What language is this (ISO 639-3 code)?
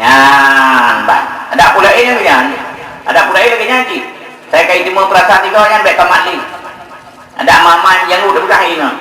ace